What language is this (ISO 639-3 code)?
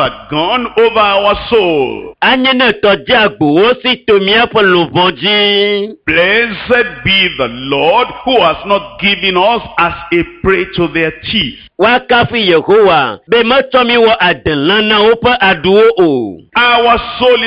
ewe